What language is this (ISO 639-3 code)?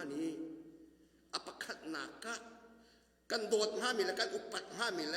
cnh